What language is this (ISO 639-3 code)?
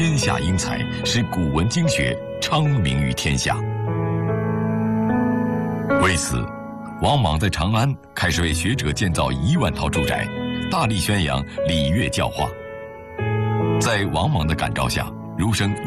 zho